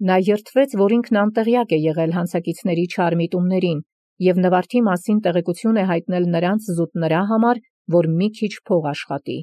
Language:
Armenian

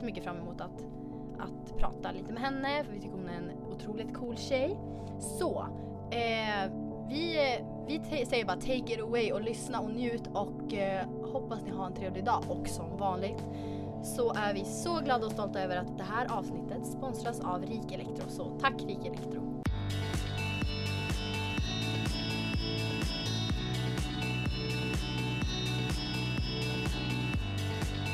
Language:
Swedish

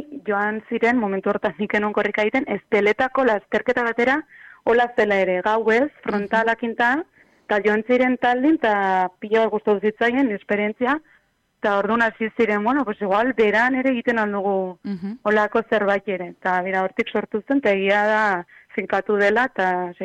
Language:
Basque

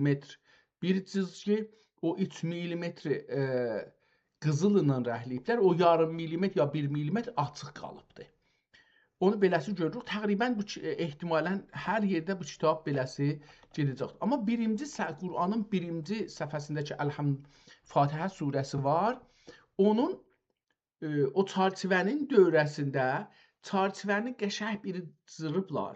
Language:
South Azerbaijani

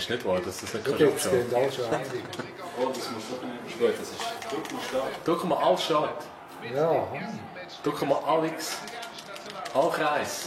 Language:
Swiss German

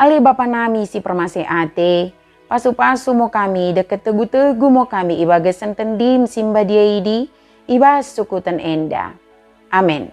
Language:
Batak Dairi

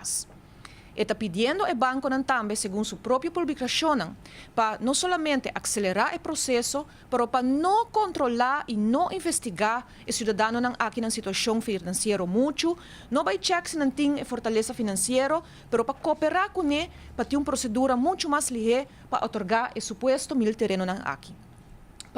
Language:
Papiamento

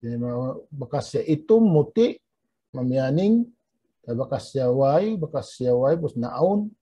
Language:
Tausug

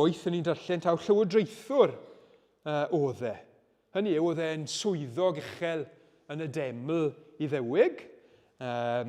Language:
Welsh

